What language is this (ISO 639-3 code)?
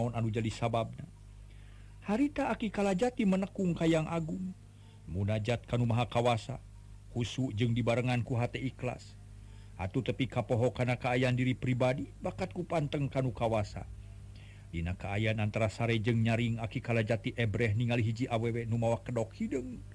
sun